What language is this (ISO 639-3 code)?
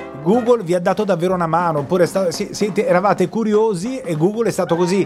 ita